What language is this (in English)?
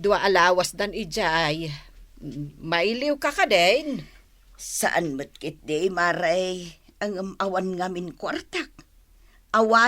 Iloko